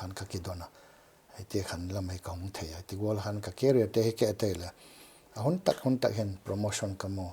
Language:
Paite Chin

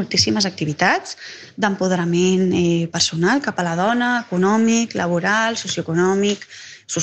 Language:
Catalan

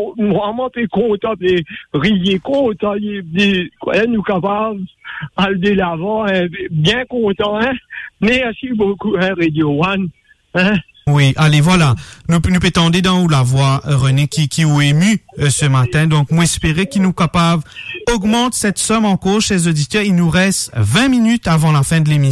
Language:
Morisyen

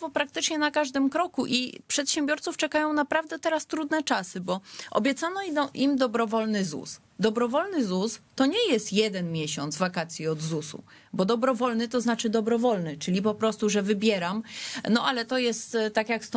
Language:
Polish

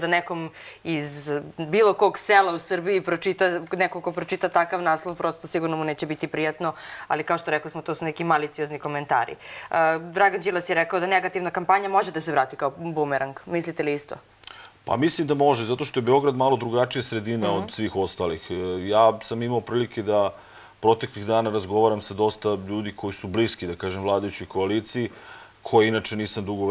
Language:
Serbian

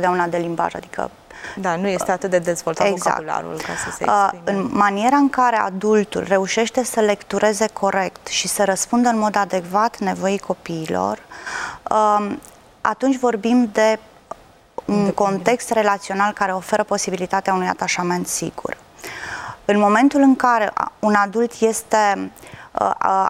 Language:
Romanian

